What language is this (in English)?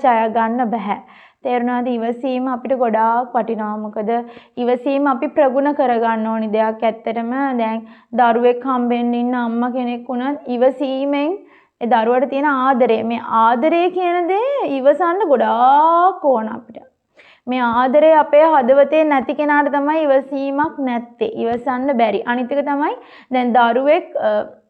Sinhala